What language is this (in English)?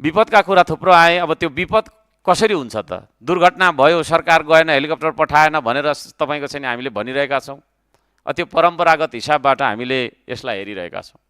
Nepali